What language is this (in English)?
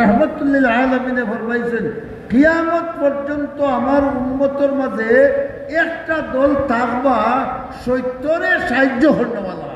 Sylheti